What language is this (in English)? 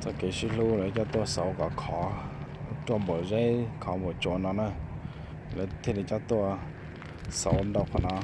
Hmong